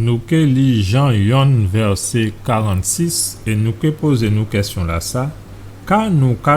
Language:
Guadeloupean Creole French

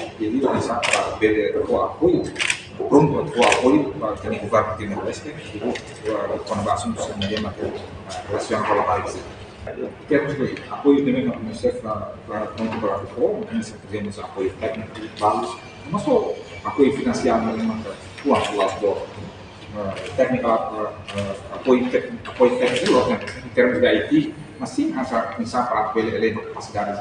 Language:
Tetum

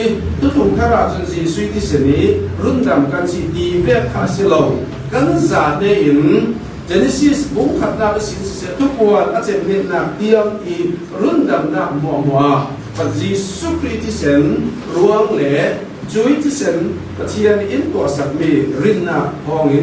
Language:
Falam Chin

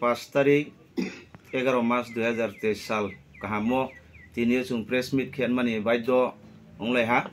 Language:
Kok Borok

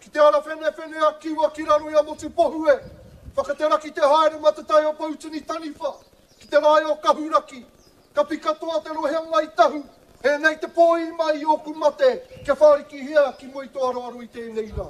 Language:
Māori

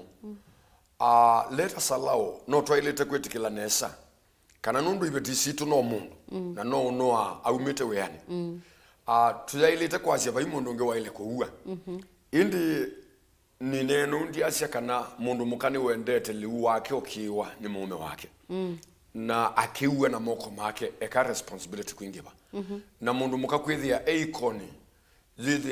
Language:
Kamba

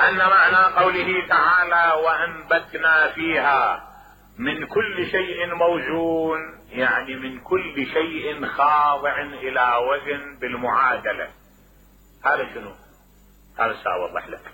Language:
Mesopotamian Arabic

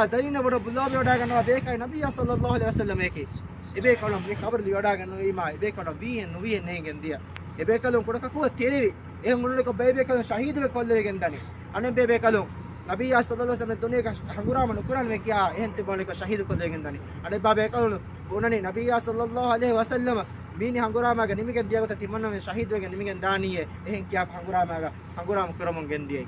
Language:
Divehi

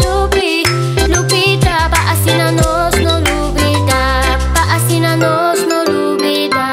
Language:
Papiamento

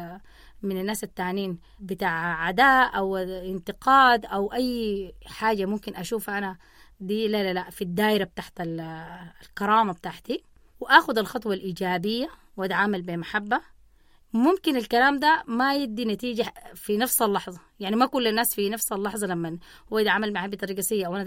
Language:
Sudanese Arabic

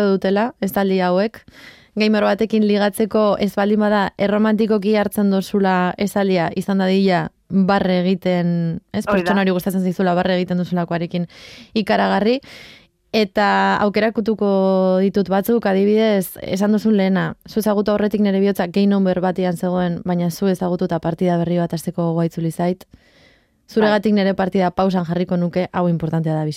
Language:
Basque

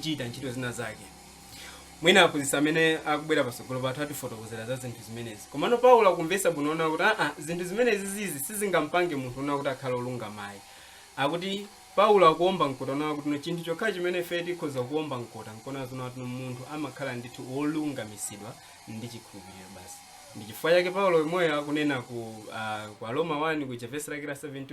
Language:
Nyanja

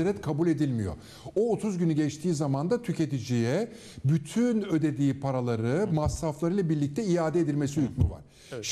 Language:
Turkish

